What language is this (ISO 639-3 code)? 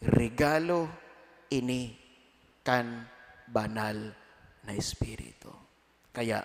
bik